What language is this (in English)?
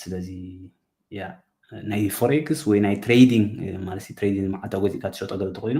Tigrinya